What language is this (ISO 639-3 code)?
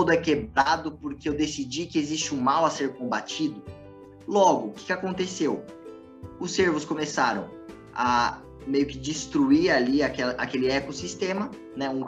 por